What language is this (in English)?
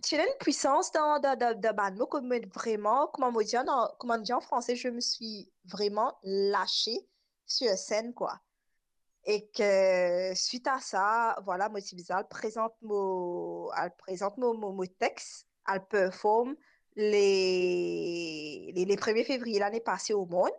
Morisyen